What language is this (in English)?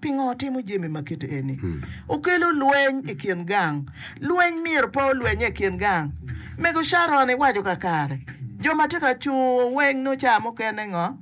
Acoli